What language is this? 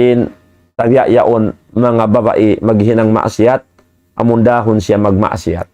Tausug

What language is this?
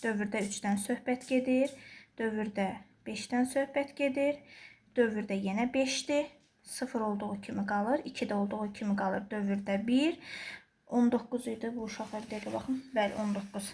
Azerbaijani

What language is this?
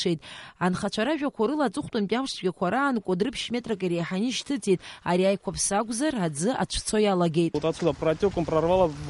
Abkhazian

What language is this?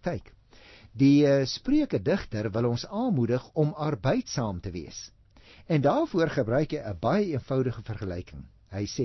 Afrikaans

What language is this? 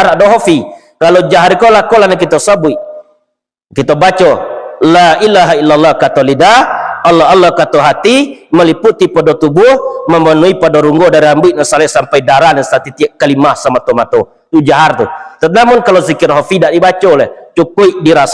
Minangkabau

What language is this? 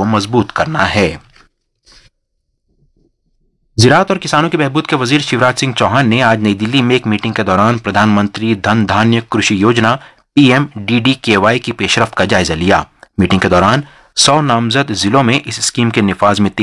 Urdu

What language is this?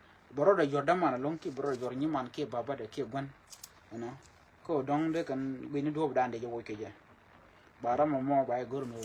Nuer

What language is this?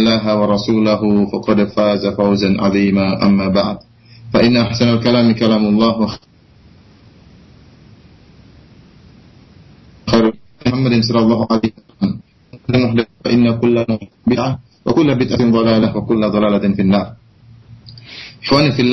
Indonesian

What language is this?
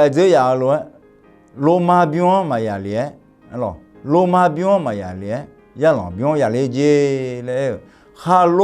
Akha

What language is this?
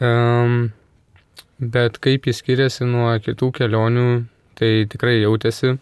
Lithuanian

